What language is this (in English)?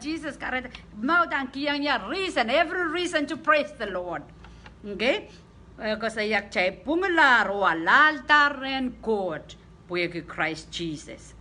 Pohnpeian